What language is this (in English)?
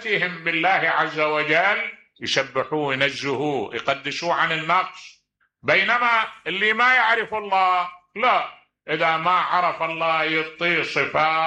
Mesopotamian Arabic